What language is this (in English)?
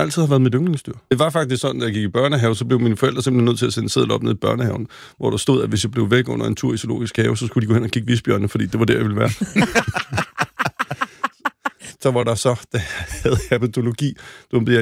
Danish